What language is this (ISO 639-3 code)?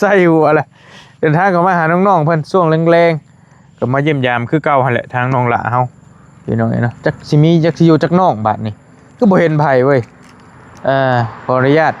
tts